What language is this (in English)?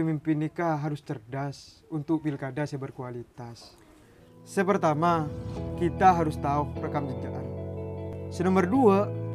Madurese